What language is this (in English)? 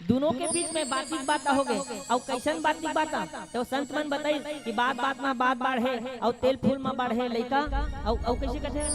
Chhattisgarhi